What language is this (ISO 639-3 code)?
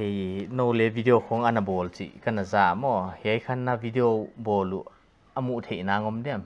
pck